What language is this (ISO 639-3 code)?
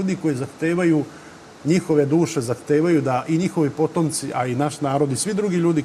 srp